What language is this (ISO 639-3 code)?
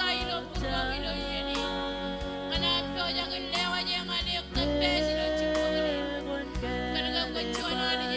mah